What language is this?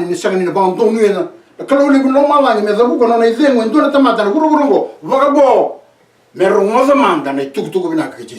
Fijian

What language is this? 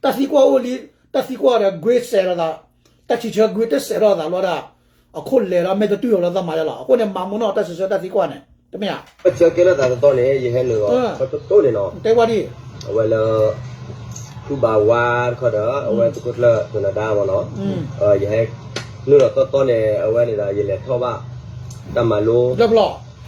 S'gaw Karen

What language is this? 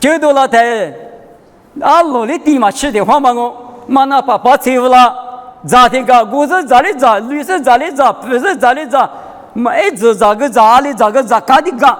Lisu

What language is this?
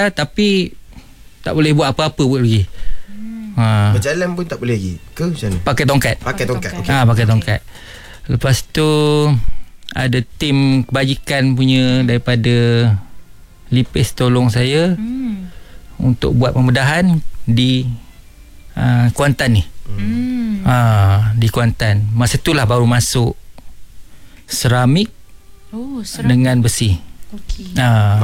Malay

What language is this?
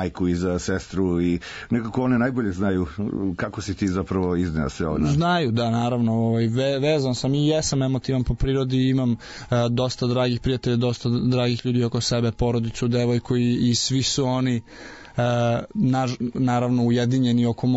Serbian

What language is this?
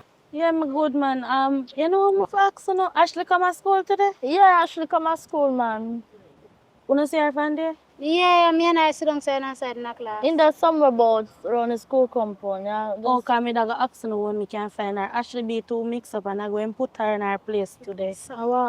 Jamaican Creole English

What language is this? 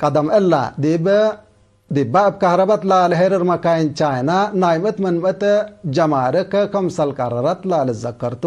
Tigre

